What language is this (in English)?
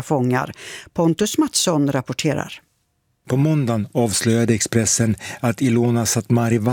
Swedish